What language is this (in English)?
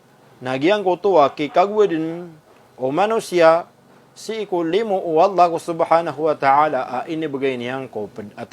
Maranao